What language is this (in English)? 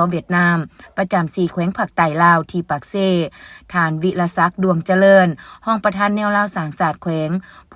Lao